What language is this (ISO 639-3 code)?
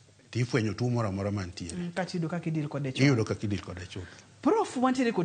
luo